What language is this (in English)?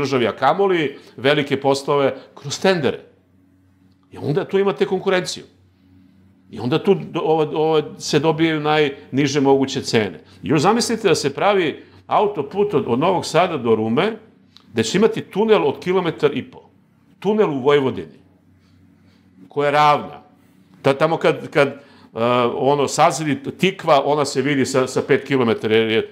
Serbian